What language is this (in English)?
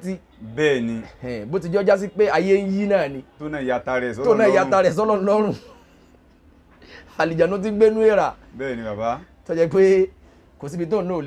Yoruba